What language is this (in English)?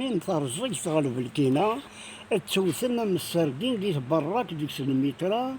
Kabyle